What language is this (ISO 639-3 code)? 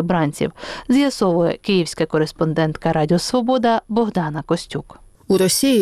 ukr